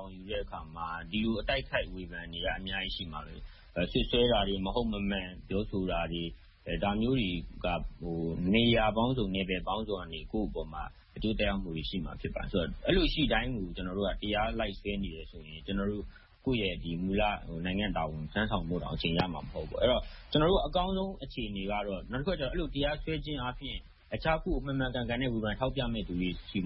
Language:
Burmese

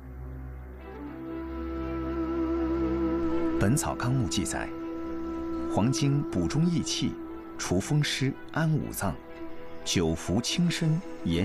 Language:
Chinese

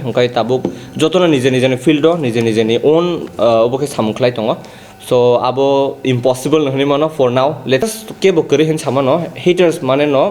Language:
Kok Borok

